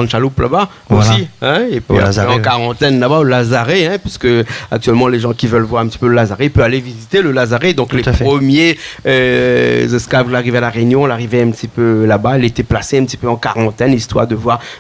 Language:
Réunion Creole French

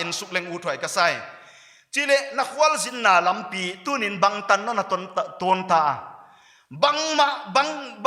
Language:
Paite Chin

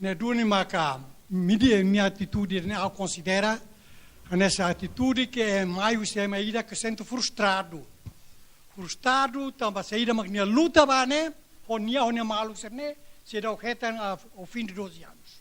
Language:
Tetum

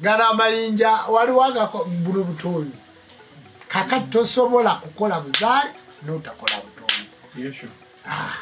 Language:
Ganda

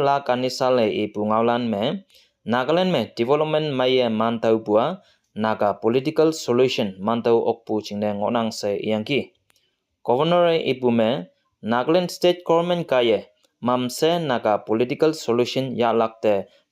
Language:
Konyak Naga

